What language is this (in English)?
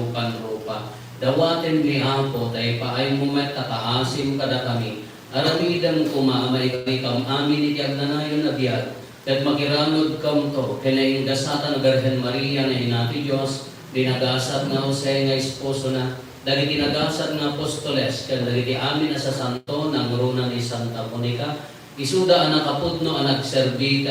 Iloko